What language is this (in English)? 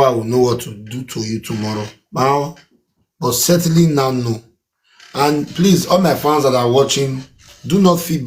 Nigerian Pidgin